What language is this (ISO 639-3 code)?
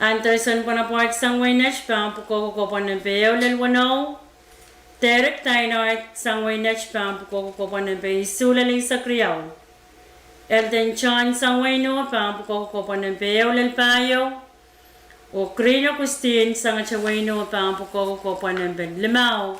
pon